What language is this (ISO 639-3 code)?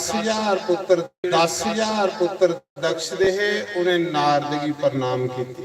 doi